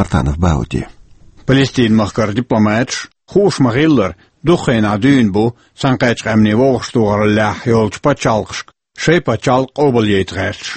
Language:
Chechen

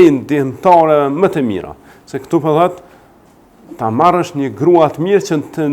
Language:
Albanian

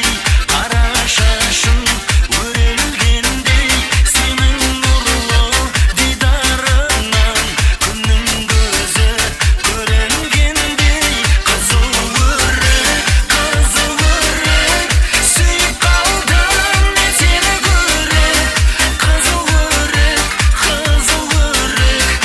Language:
Kara-Kalpak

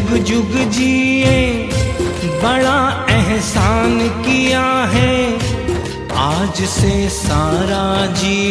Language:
Hindi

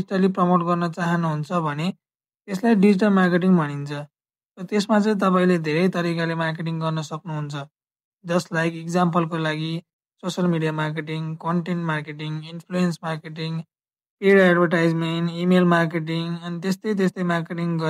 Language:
Nepali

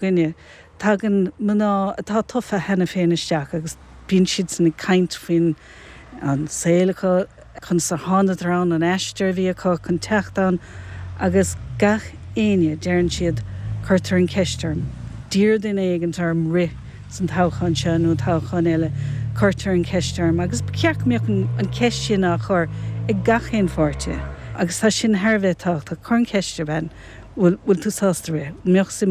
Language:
Irish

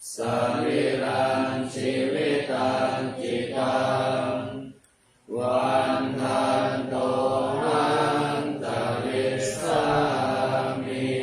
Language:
Pali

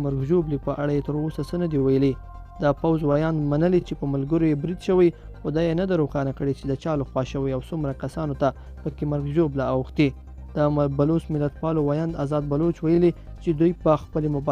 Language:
Pashto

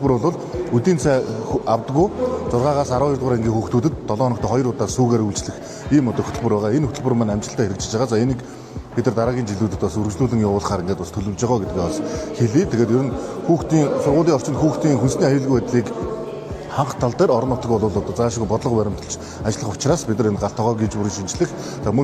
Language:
Mongolian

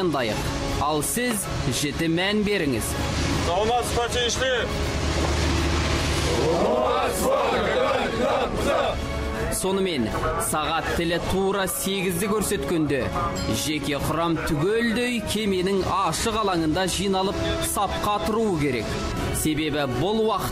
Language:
Kazakh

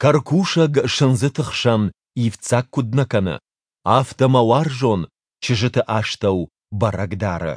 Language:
Ossetic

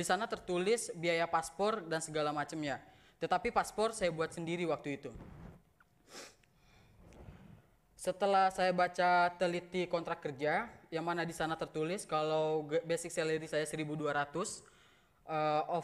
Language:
Indonesian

